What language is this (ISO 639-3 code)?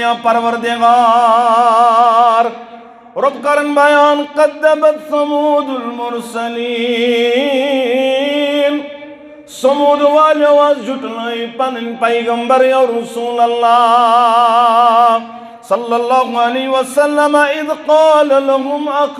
kas